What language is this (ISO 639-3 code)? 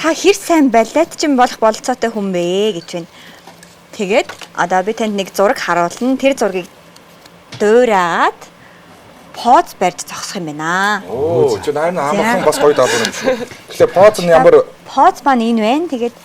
mon